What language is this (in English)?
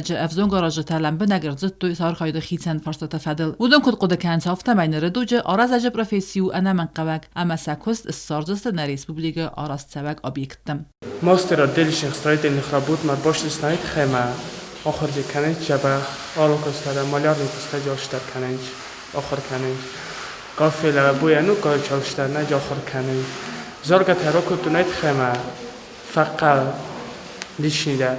Ossetic